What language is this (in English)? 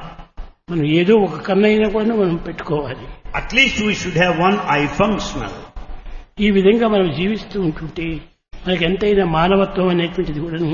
Telugu